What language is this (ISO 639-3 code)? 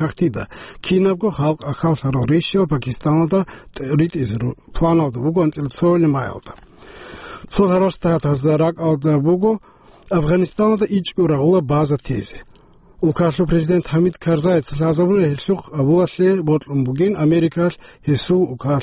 ava